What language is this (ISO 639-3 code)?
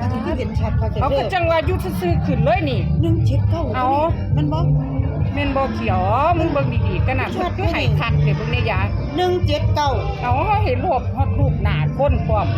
tts